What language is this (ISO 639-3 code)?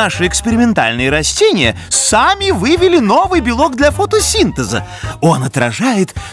rus